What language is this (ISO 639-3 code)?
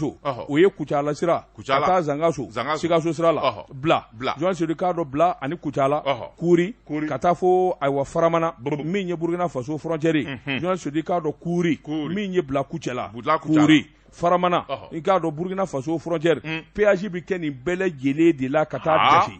bam